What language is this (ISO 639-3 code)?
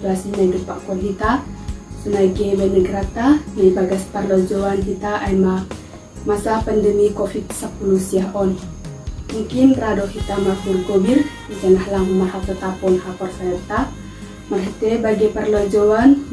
bts